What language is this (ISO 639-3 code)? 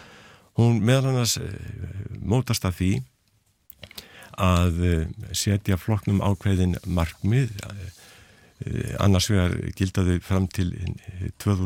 isl